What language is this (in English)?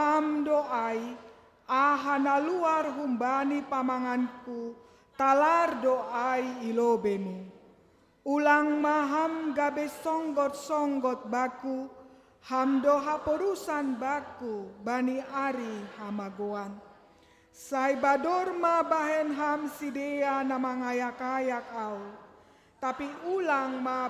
Batak Simalungun